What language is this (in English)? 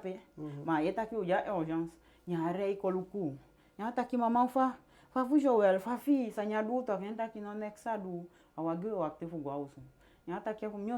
Eastern Maroon Creole